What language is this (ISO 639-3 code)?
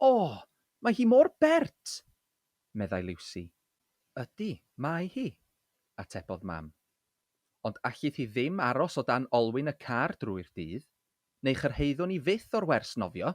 cym